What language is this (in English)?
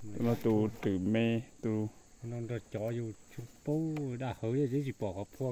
Hmong